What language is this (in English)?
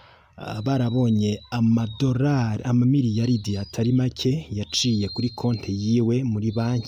Rundi